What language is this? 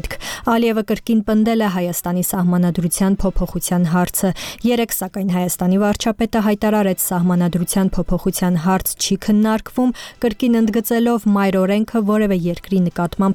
Armenian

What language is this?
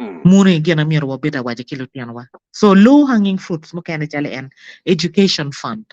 Acoli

